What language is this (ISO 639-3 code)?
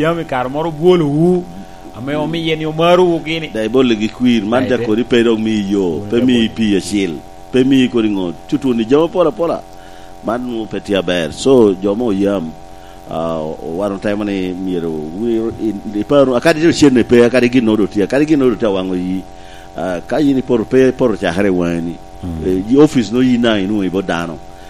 laj